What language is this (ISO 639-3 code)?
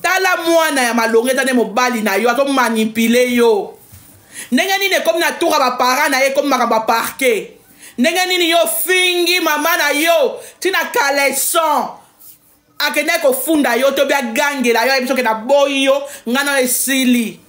lin